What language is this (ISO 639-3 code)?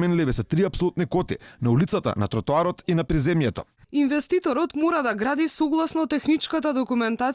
mkd